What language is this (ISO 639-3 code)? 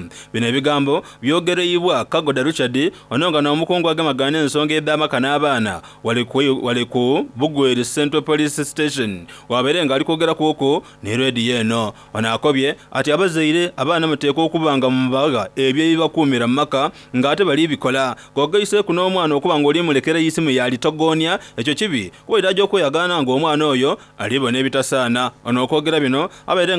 xog